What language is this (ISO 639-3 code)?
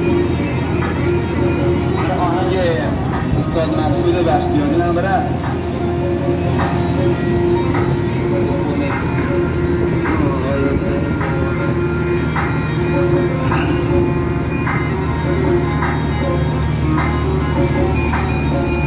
fas